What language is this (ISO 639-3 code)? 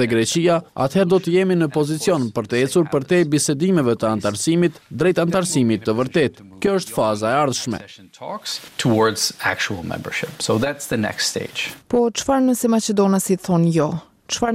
sqi